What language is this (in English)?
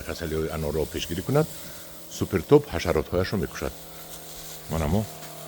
Tajik